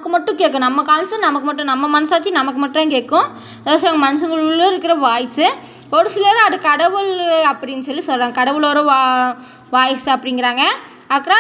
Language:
Tamil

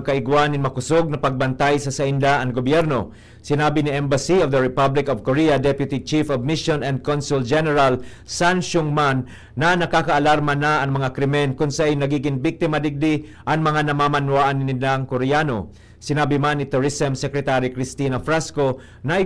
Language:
Bikol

